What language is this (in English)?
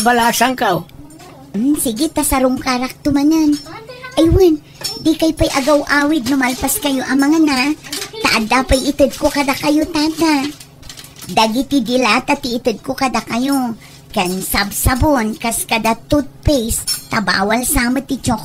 Iloko